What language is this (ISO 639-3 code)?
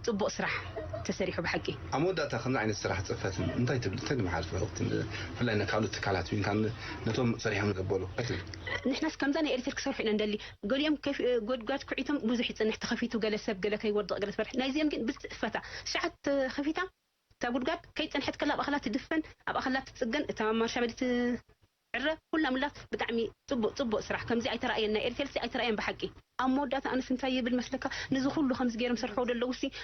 tir